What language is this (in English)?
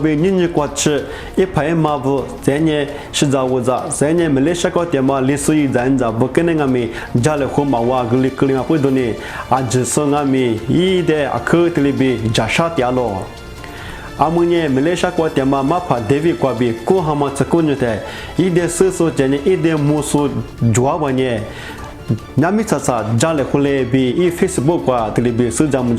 Lisu